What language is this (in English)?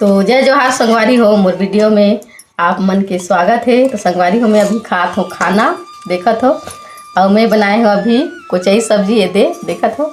Chhattisgarhi